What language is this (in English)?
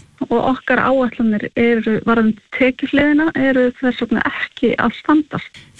Icelandic